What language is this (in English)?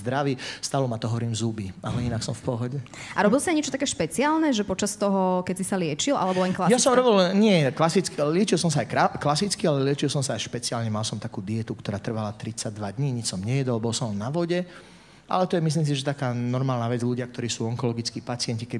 Slovak